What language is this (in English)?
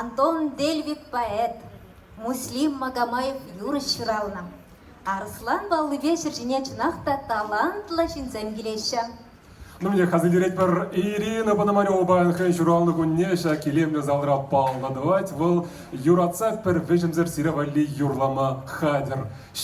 Chuvash